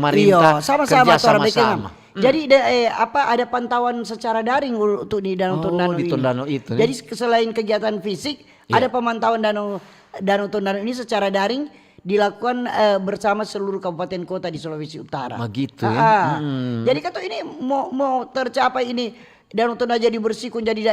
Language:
Manado Malay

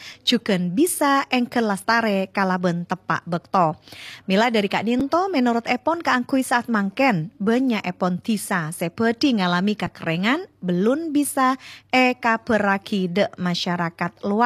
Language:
Madurese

